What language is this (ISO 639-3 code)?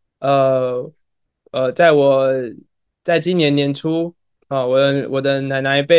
zho